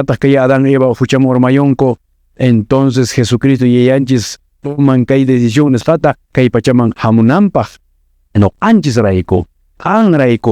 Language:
Quechua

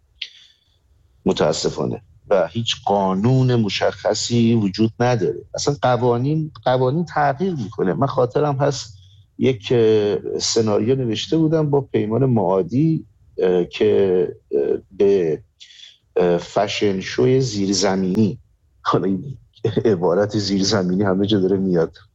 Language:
Persian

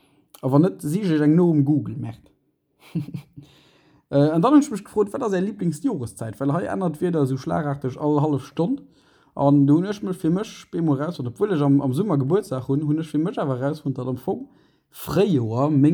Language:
Luxembourgish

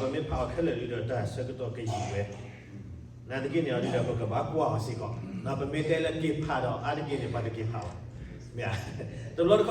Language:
S'gaw Karen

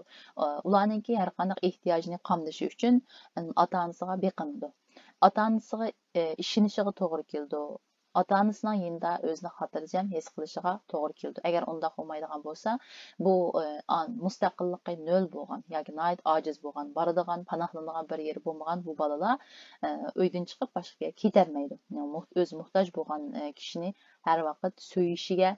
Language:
Uyghur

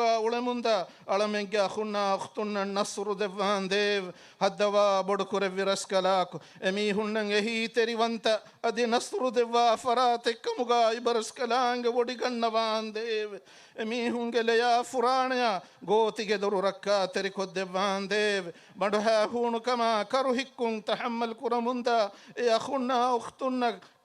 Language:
Divehi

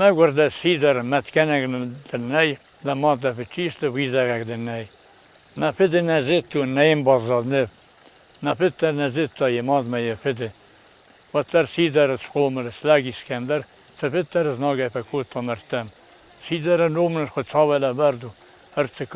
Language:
Ossetic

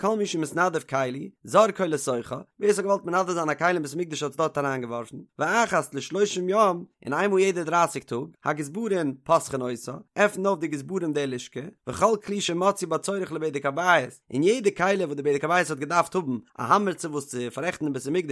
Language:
Yiddish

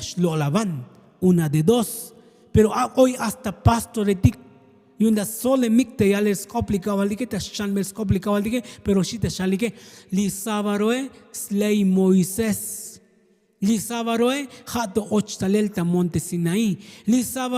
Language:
Tzotzil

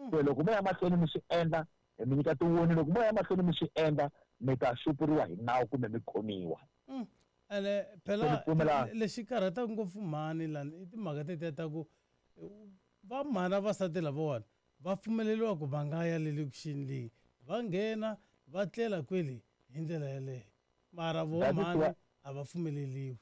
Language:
Tsonga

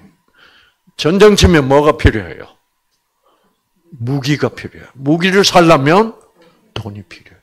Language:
Korean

